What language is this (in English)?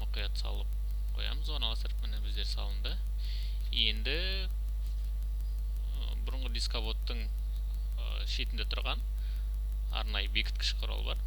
Kazakh